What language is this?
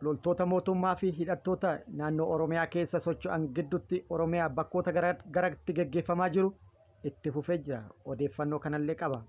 Oromo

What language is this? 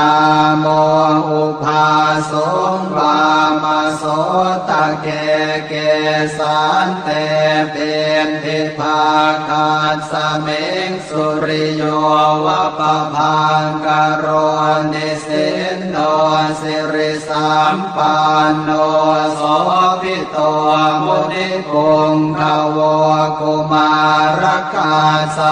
Pali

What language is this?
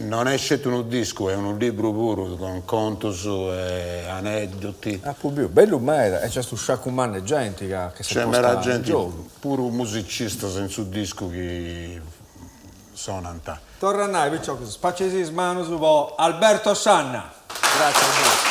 Sardinian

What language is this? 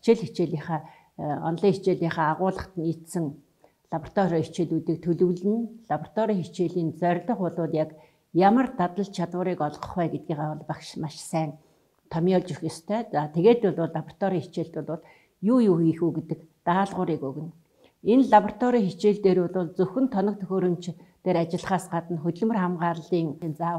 Mongolian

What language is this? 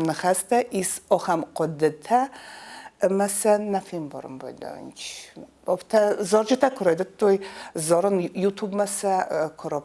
Ossetic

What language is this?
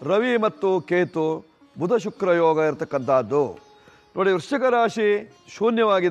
Kannada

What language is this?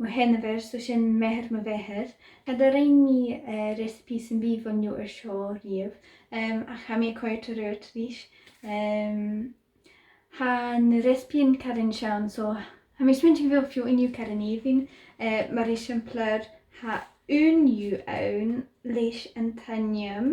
Scottish Gaelic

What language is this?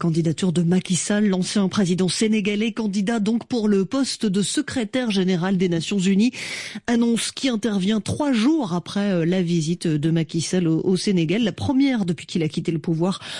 French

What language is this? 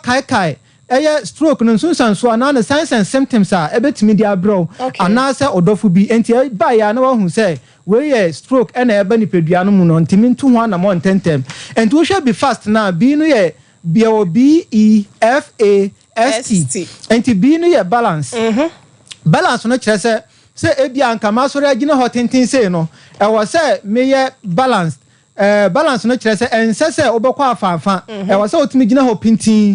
Akan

